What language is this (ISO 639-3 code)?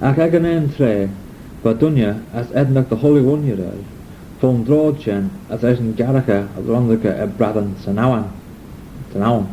glv